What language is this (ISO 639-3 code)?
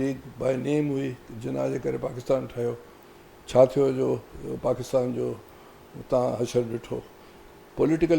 snd